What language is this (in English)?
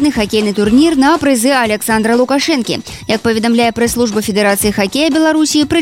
Belarusian